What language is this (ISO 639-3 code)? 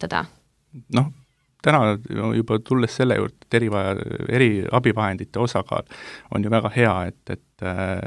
est